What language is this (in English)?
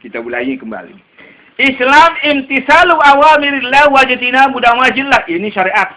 Sasak